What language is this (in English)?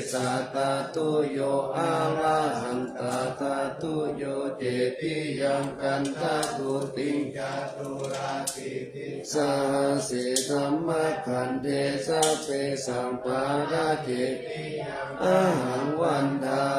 Pali